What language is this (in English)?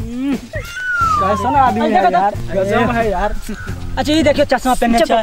Maithili